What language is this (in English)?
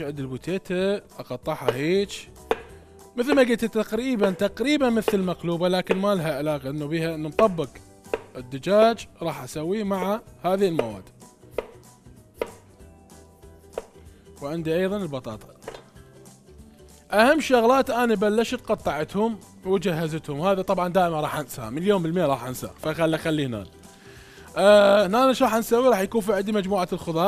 Mesopotamian Arabic